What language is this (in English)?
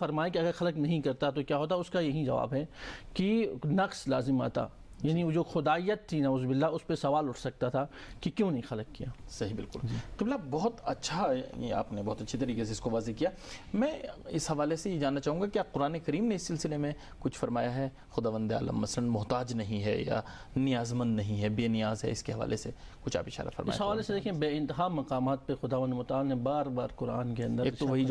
Urdu